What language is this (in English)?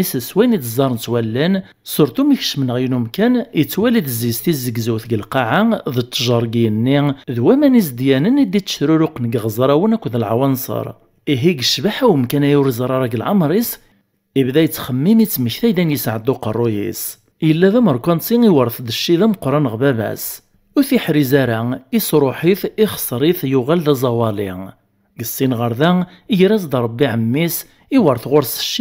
Kabyle